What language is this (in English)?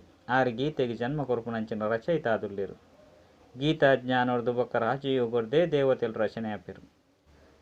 Tulu